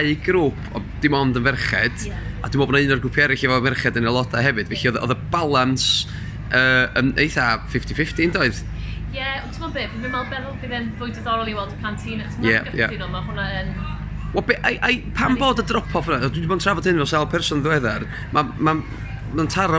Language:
Welsh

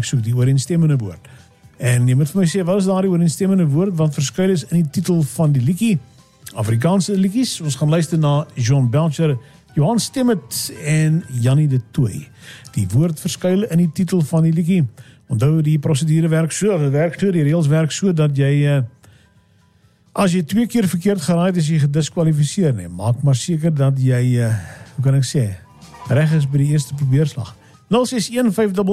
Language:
Afrikaans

